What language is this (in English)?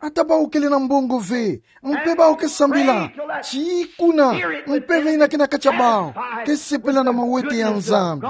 Kituba (Democratic Republic of Congo)